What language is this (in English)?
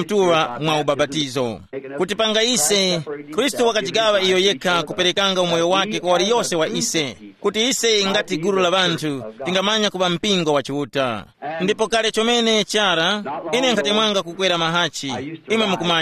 Tumbuka